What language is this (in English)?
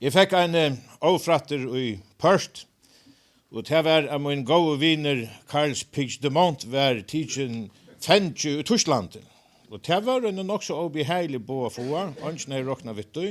Faroese